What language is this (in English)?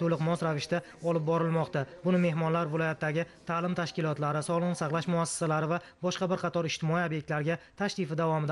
Uzbek